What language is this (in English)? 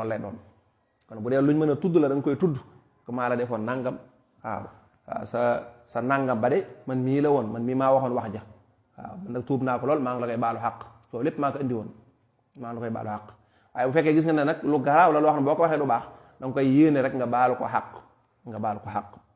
Wolof